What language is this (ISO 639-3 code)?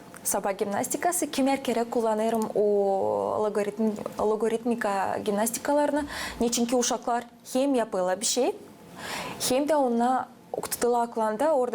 gag